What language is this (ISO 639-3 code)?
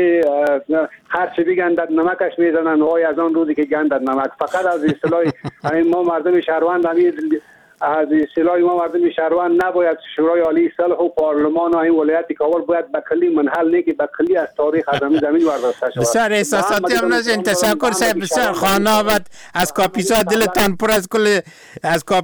fas